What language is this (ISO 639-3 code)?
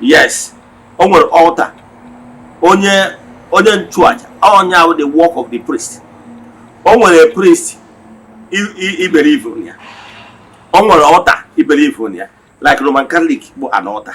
ibo